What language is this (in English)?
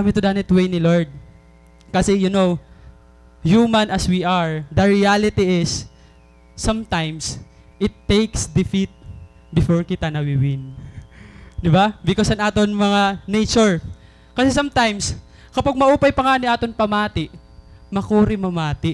Waray